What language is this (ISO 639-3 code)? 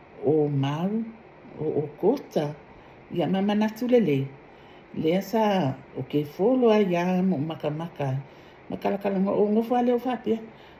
smo